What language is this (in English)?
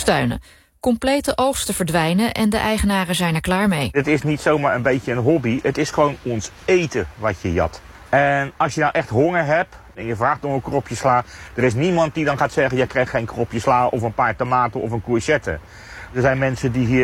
Dutch